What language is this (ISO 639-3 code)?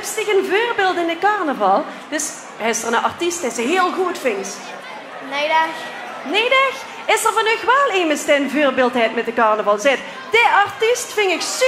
lim